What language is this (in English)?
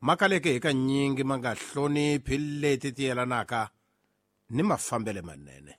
Tsonga